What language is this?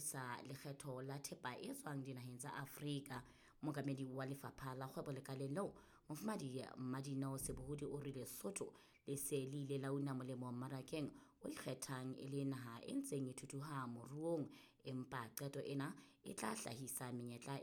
Southern Sotho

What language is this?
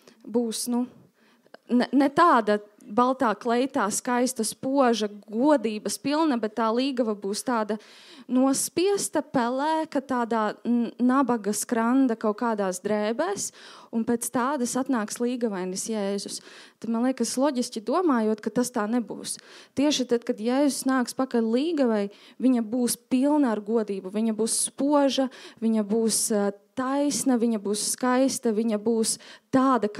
Latvian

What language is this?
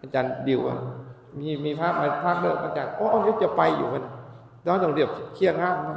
Northeastern Thai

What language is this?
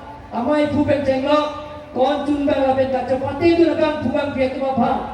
Karbi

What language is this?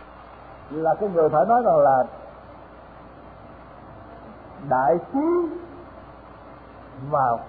Vietnamese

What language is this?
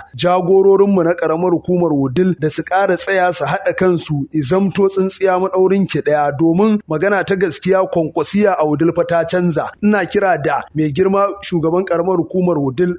Hausa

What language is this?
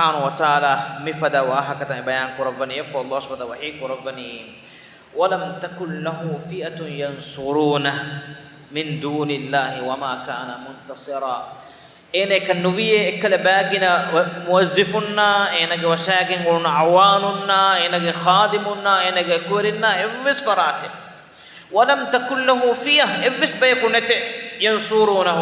Divehi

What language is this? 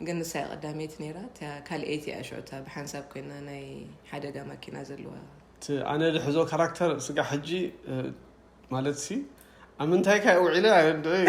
Tigrinya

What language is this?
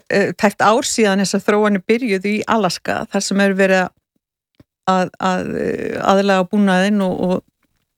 Icelandic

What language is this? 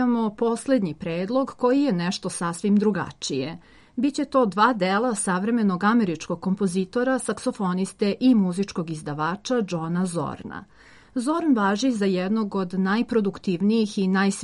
Serbian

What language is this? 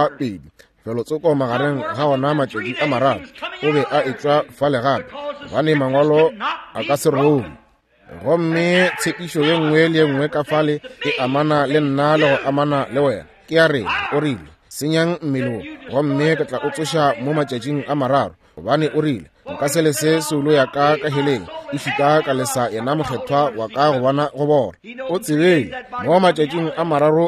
Northern Sotho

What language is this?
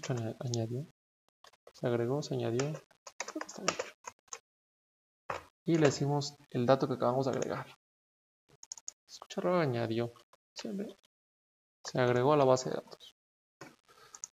Spanish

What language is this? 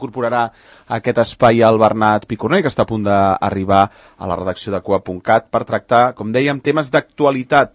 Catalan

